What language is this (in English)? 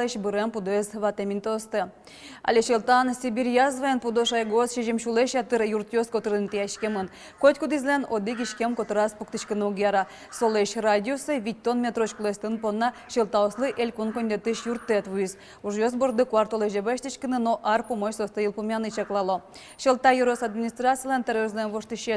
Udmurt